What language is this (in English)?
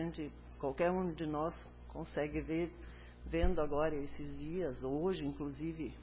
Portuguese